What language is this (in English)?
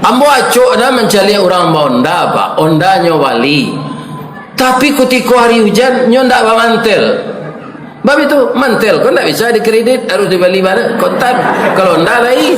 Minangkabau